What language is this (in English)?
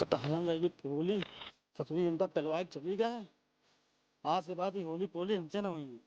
Awadhi